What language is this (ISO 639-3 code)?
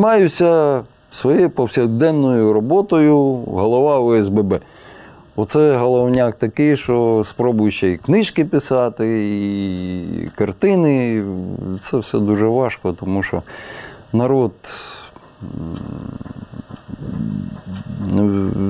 ukr